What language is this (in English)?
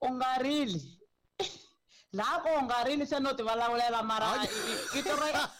Tsonga